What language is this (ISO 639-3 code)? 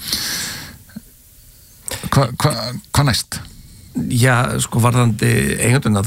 isl